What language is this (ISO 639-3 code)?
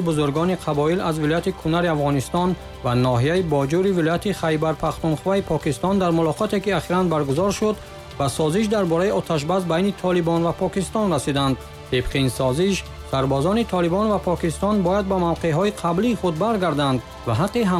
tgk